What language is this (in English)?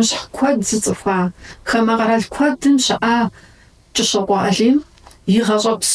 Kabardian